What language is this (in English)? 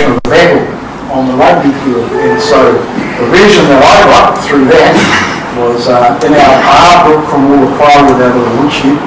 Māori